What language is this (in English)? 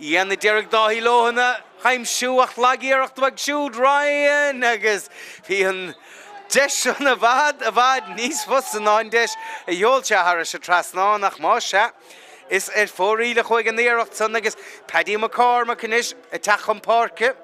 Irish